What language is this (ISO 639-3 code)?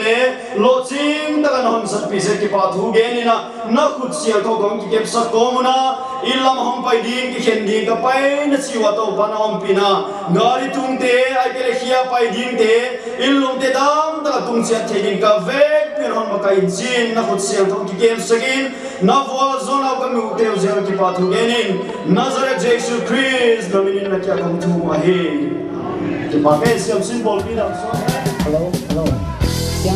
pck